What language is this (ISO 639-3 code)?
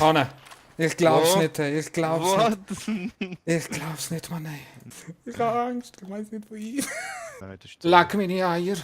gsw